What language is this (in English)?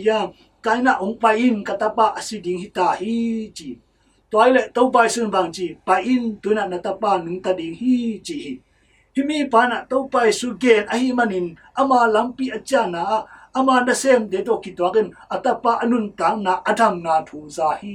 Tedim Chin